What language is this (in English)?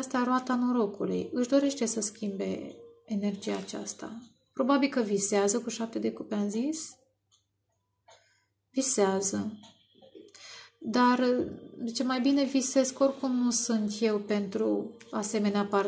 Romanian